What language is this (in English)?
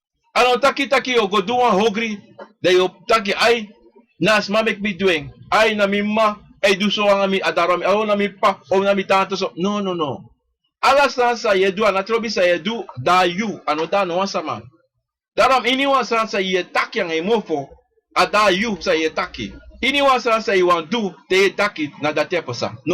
Sranan Tongo